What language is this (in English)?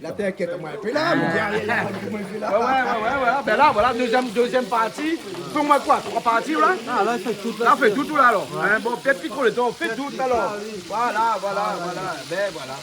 Réunion Creole French